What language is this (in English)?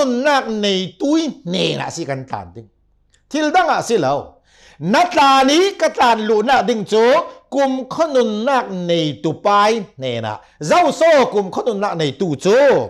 Hakha Chin